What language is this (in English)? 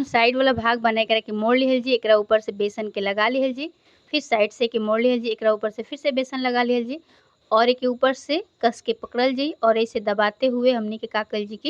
Bhojpuri